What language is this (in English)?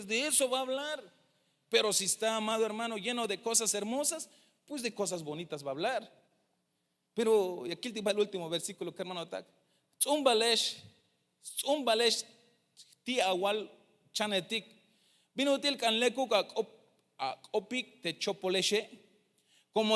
Tzeltal